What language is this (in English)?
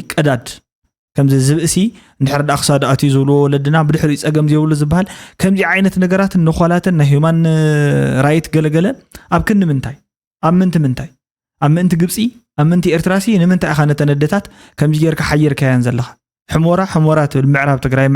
Tigrinya